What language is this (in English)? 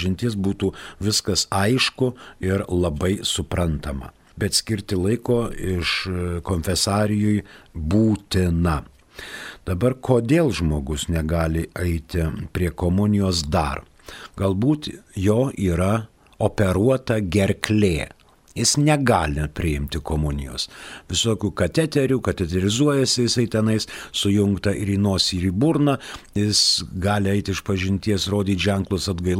Lithuanian